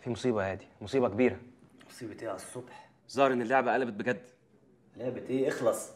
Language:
Egyptian Arabic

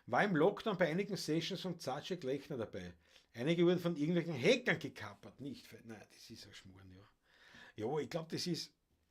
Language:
Bavarian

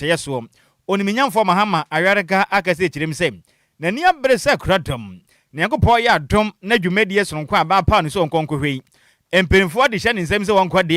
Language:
Akan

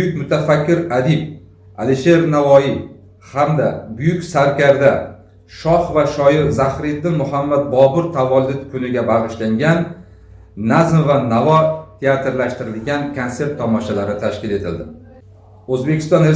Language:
Uzbek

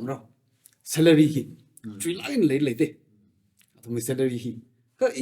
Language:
Tangkhul Naga (India)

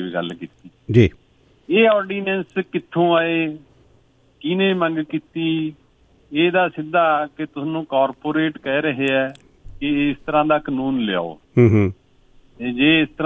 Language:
Punjabi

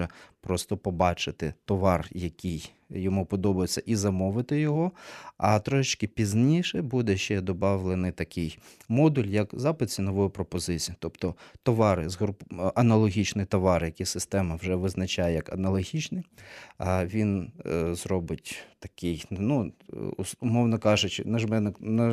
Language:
Ukrainian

